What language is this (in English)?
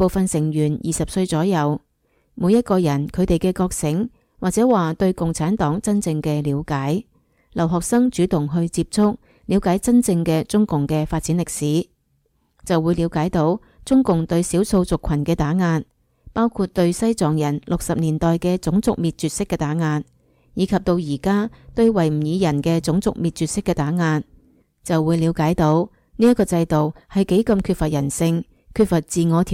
Cantonese